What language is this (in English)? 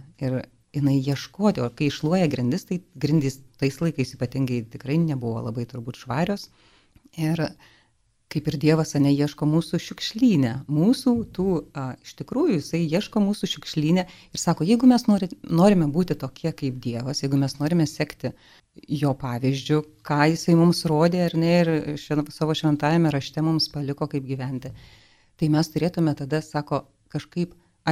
Lithuanian